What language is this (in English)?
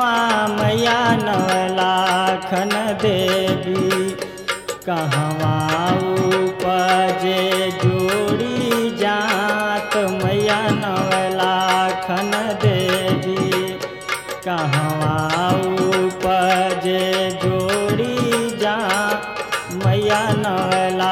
Bhojpuri